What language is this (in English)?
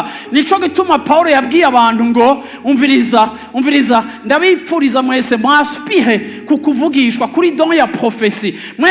Rundi